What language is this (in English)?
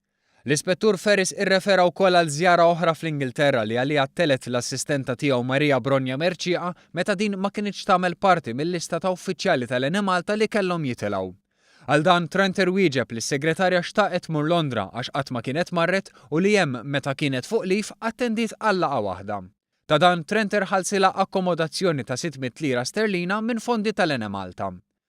Maltese